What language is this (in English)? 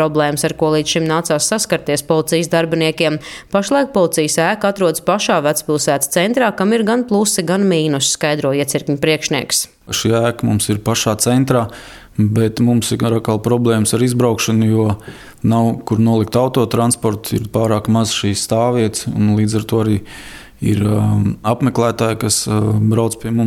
Latvian